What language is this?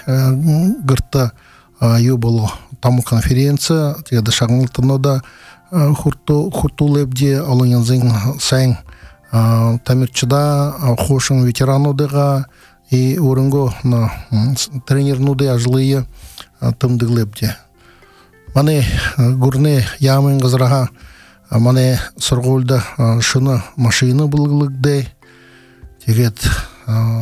Buriat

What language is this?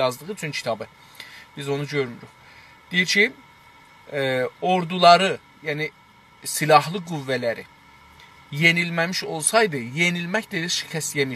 South Azerbaijani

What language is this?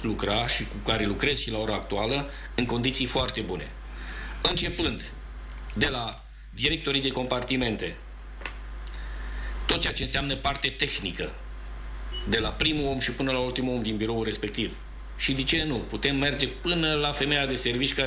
Romanian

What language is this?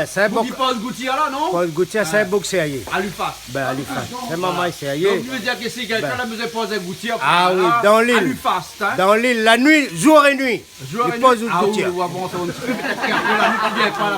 Réunion Creole French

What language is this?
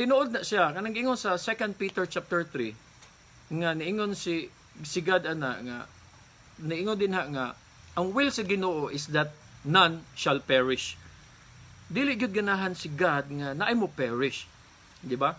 Cebuano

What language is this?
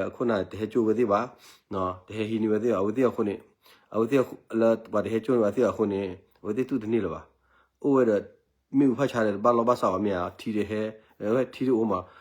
S'gaw Karen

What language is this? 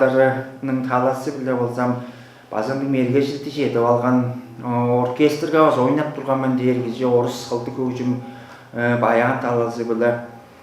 Tuvinian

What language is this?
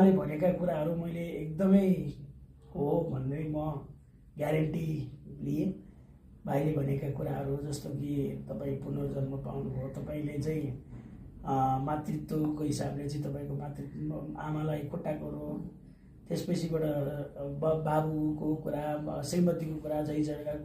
Nepali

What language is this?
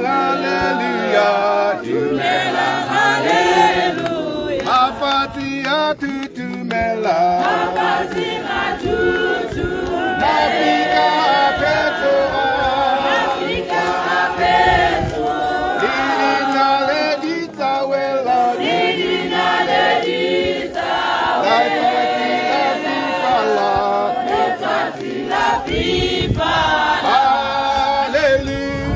Tswana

